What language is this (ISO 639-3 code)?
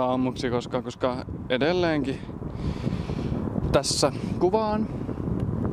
fin